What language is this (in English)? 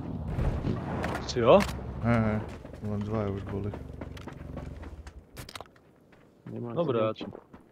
Slovak